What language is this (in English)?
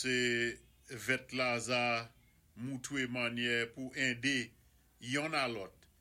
Saint Lucian Creole French